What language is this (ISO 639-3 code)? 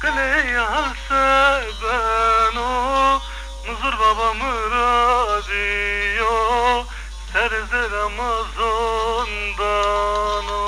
zza